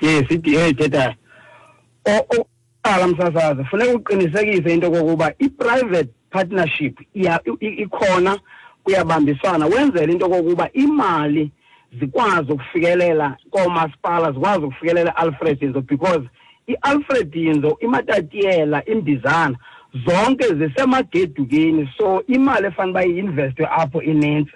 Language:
Xhosa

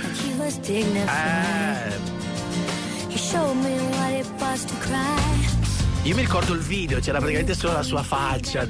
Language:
Italian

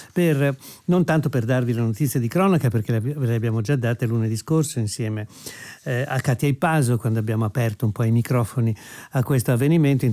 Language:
Italian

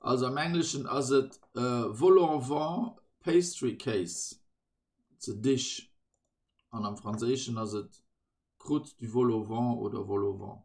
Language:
Luxembourgish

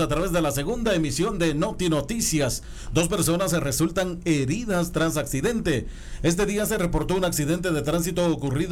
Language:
Spanish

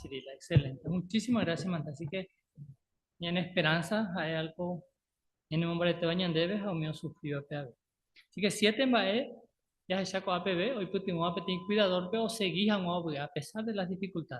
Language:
Guarani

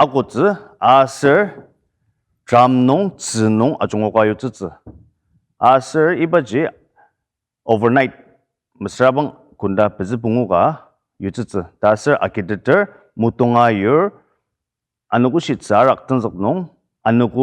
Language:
Ao Naga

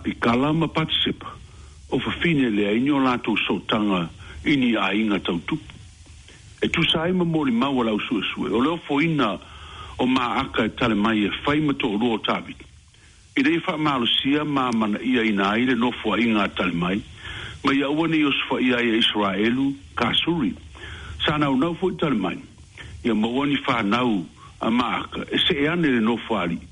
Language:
Samoan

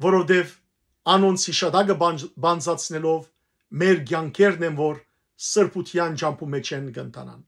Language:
Western Armenian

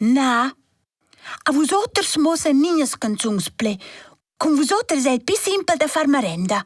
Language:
Romansh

